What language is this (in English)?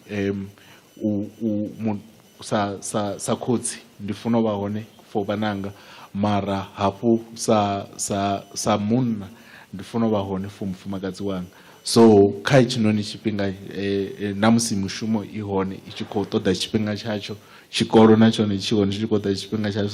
Venda